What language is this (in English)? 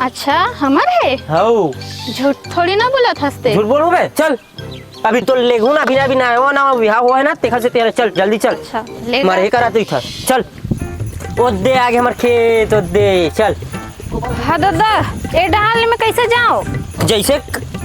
Chhattisgarhi